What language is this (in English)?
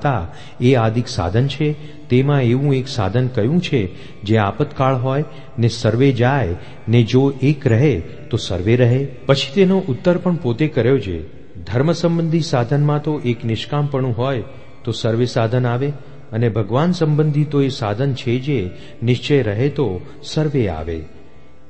Gujarati